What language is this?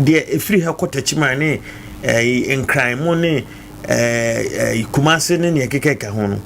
Akan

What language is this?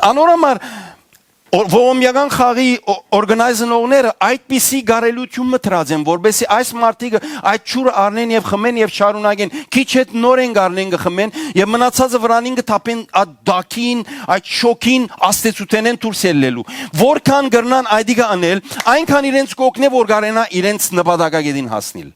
Western Armenian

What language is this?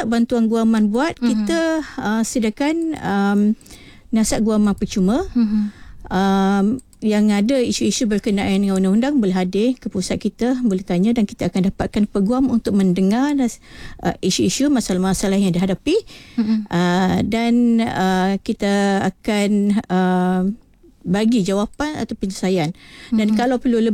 Malay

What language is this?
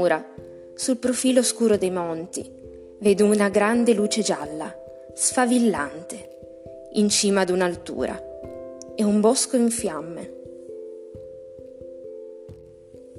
Italian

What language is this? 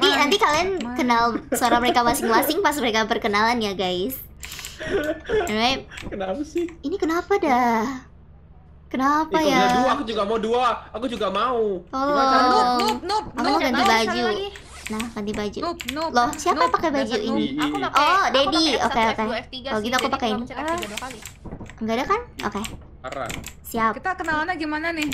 Indonesian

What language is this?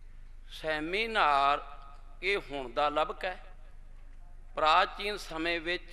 Punjabi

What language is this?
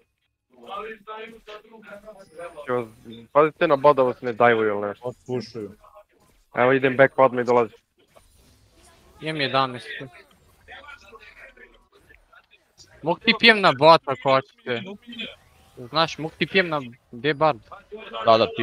Serbian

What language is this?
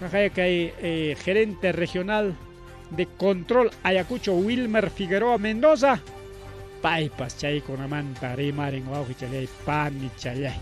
Ayacucho Quechua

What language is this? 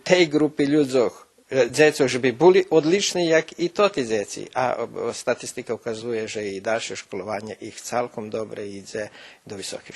Rusyn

